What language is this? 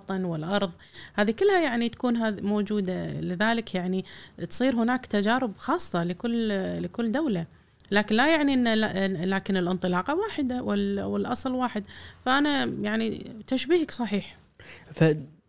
Gulf Arabic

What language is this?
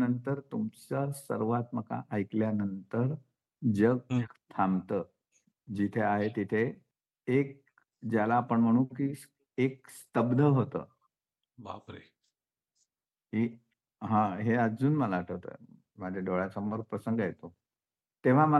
Marathi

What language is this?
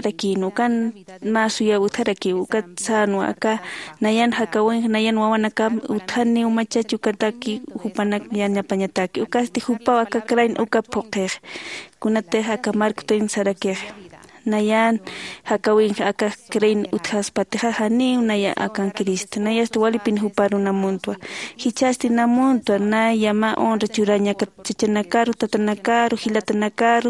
Aymara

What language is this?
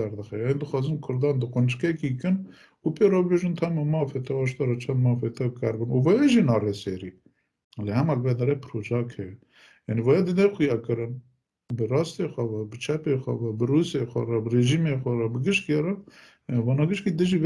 Kurdish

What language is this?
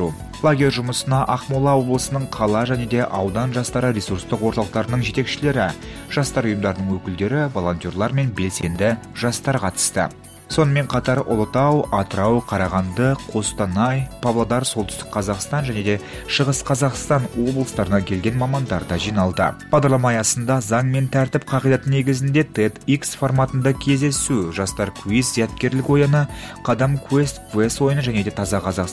Kazakh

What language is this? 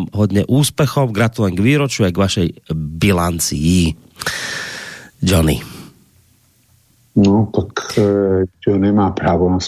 Slovak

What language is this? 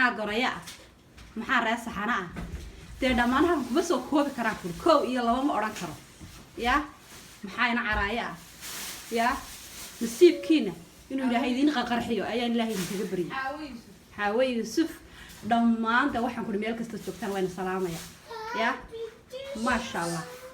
Somali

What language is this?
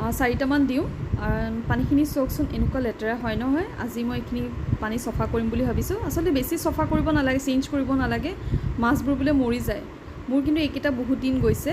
Assamese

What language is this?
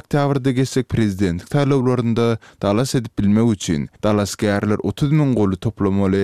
Turkmen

